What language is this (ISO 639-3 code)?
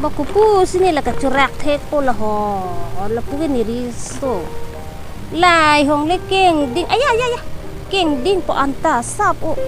mjw